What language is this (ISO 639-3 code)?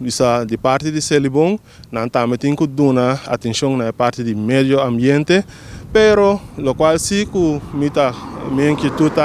pap